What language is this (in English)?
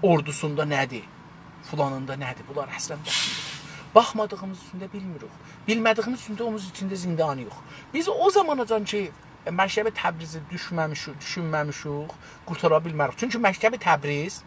South Azerbaijani